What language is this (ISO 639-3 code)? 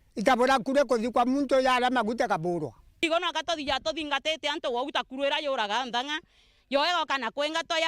mer